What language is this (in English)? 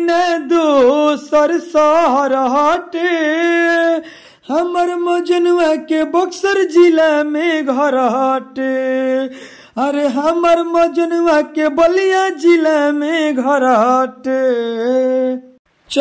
Bhojpuri